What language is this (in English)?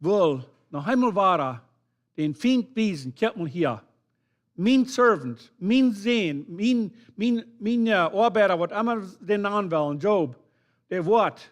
Plautdietsch